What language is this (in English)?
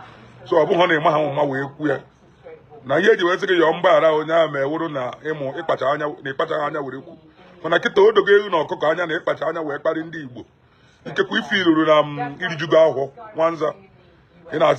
Igbo